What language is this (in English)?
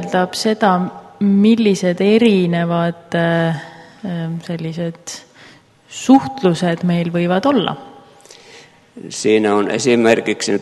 Estonian